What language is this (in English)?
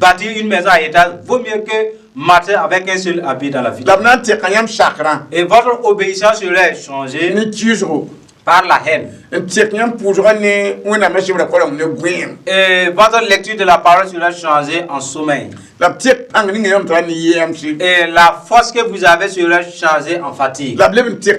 Mossi